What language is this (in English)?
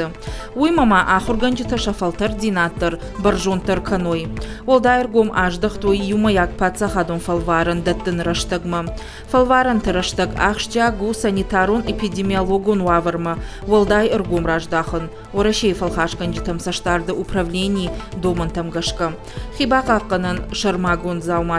Ossetic